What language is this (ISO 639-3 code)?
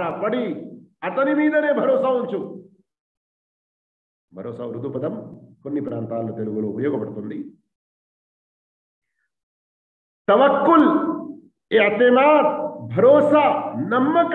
tel